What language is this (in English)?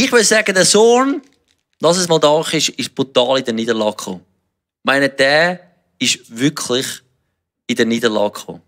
Swiss German